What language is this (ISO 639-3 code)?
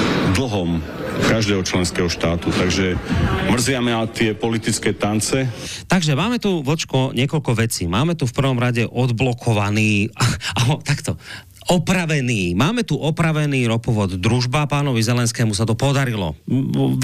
slk